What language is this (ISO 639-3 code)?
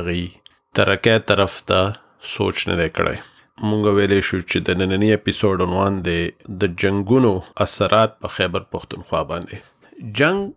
pus